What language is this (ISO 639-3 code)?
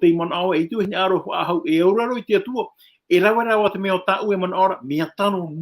tah